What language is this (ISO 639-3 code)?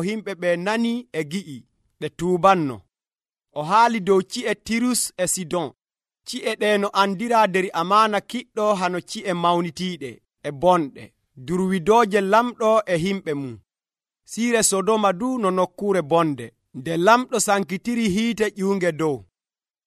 fuv